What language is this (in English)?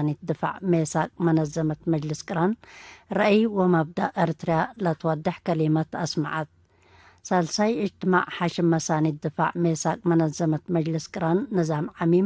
Tigre